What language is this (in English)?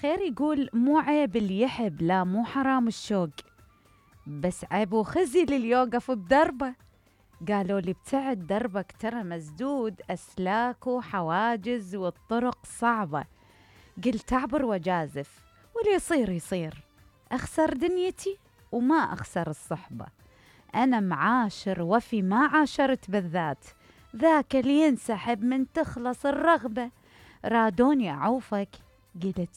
Mesopotamian Arabic